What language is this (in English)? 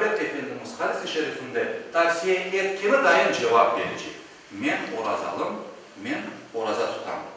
Crimean Tatar